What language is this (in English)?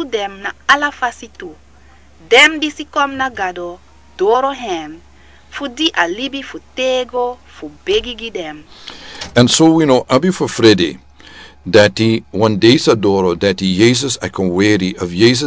Sranan Tongo